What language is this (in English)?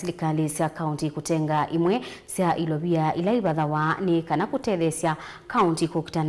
Kamba